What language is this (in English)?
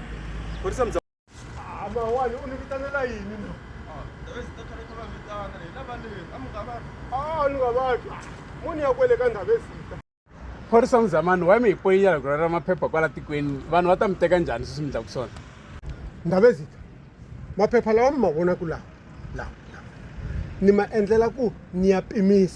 Tsonga